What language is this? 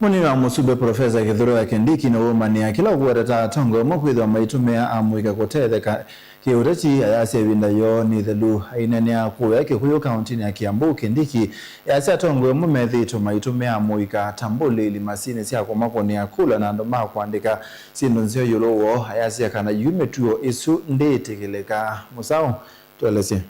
Kamba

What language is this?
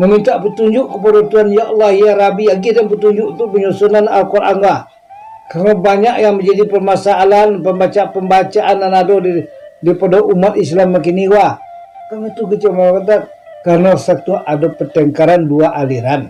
Minangkabau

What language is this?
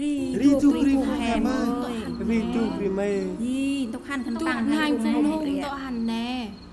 Central Mnong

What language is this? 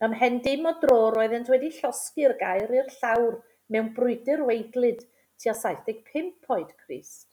Welsh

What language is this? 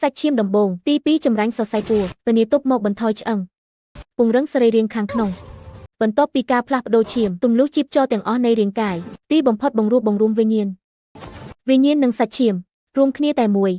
Khmer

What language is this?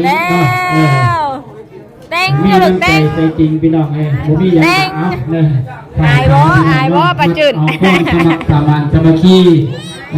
Northeastern Thai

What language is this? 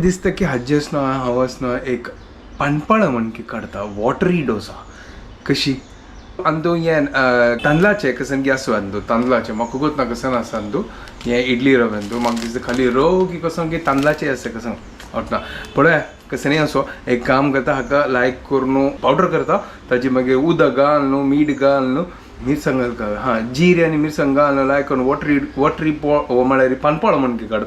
Konkani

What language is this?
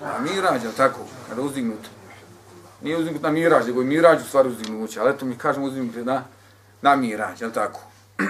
Bosnian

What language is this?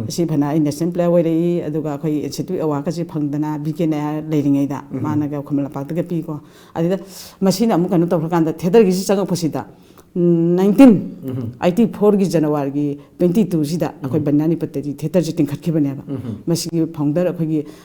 Manipuri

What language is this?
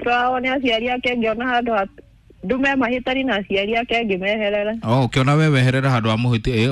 Kikuyu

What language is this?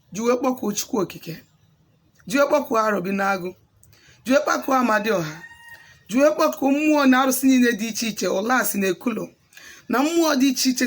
Igbo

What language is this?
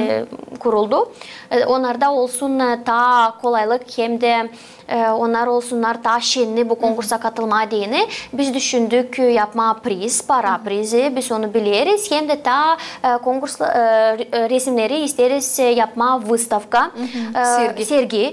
Gagauz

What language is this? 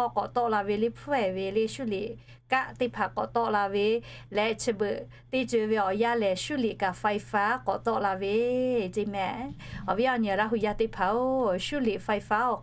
Lahu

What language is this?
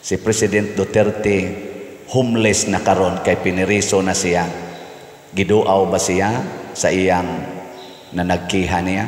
Cebuano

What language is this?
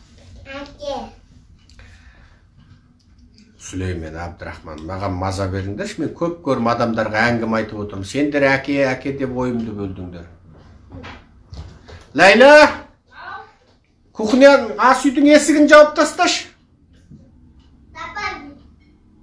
Kazakh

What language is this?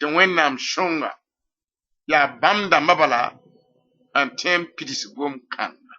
Mossi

